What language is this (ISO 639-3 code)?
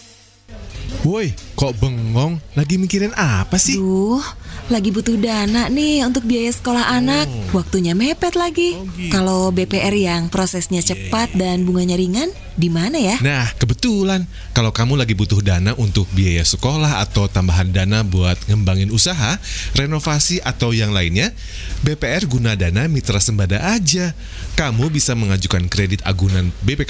ind